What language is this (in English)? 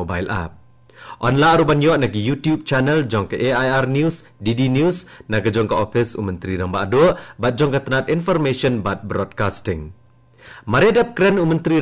Khasi